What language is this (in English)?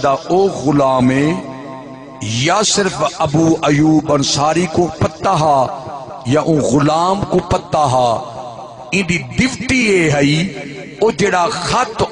Saraiki